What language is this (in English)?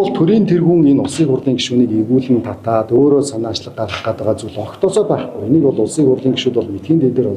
Mongolian